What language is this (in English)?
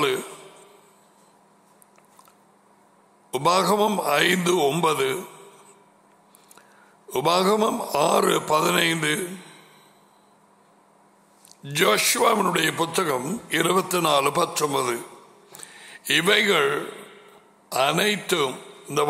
Tamil